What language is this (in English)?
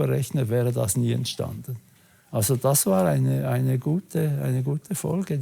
Swiss German